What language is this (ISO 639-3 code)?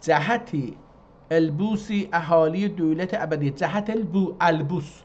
azb